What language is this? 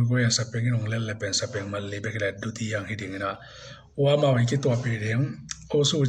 Tedim Chin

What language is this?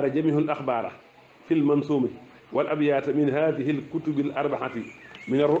Wolof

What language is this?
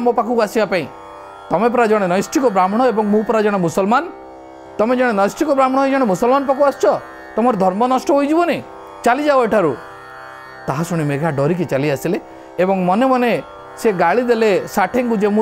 Odia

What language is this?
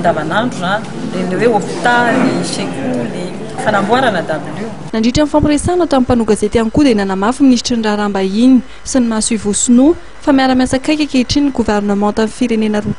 Malagasy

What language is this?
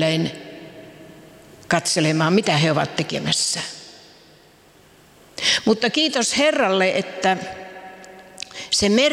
Finnish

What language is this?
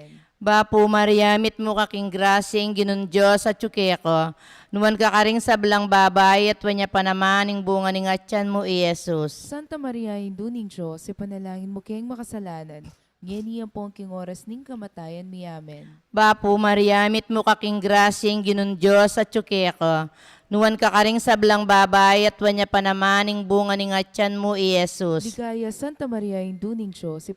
Pampanga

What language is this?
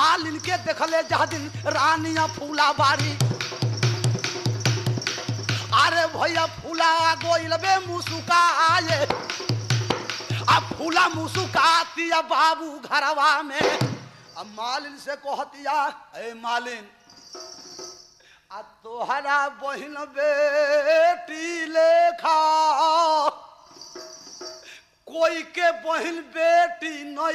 Bhojpuri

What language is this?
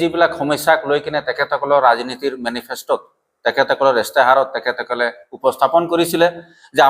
Assamese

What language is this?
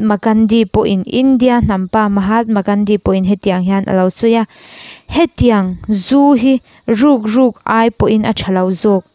Mizo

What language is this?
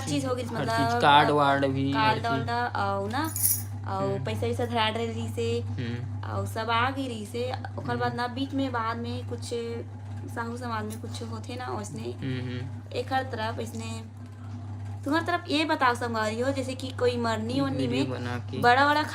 Chhattisgarhi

